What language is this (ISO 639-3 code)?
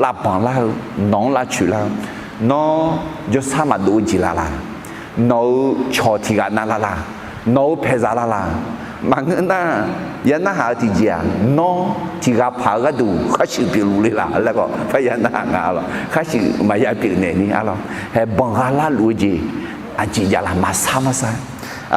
ahk